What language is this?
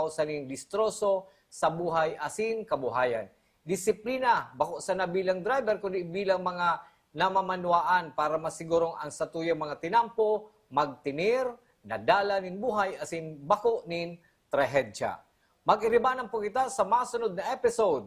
Bikol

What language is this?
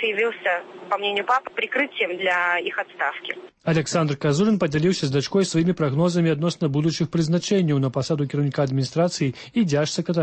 Belarusian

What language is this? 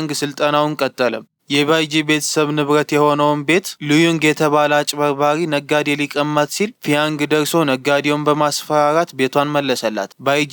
Amharic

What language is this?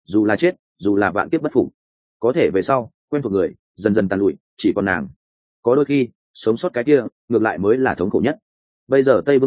Vietnamese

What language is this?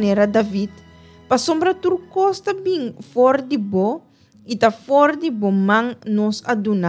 Papiamento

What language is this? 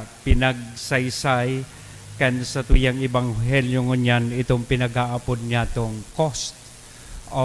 Bikol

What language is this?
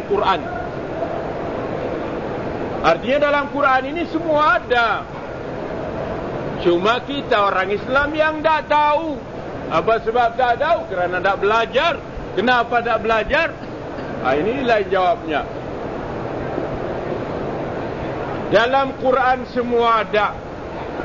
Malay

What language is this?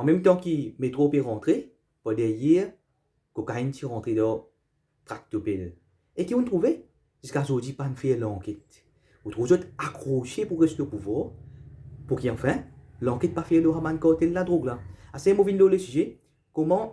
Morisyen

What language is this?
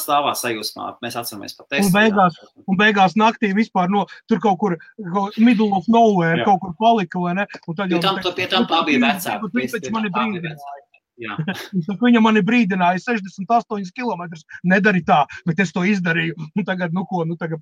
Latvian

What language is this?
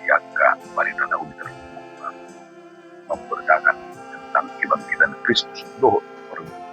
Batak Toba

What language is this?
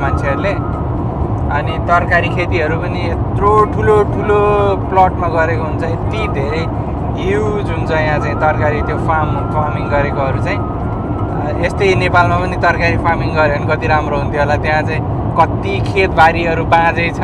Nepali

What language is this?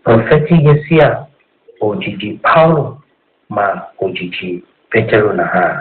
Tiv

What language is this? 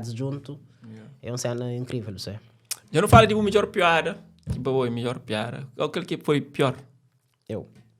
Kabuverdianu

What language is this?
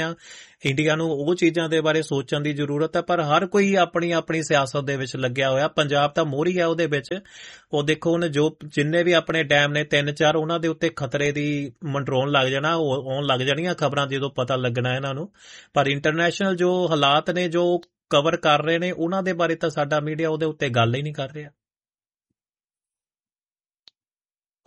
Punjabi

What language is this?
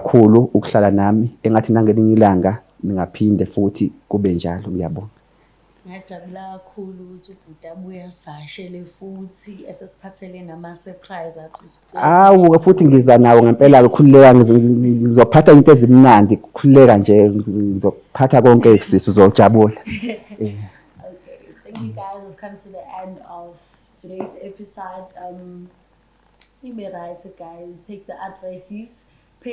Zulu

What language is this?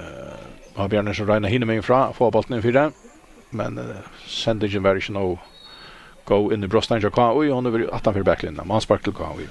Faroese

